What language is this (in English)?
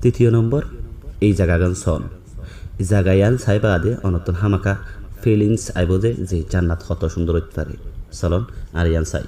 Rohingya